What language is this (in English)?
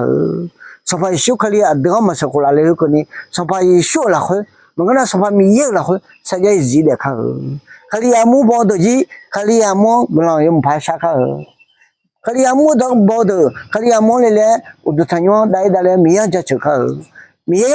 Akha